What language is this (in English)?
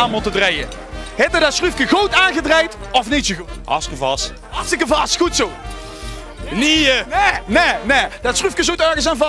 Limburgish